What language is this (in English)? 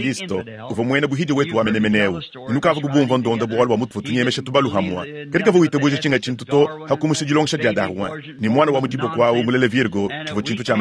Luba-Lulua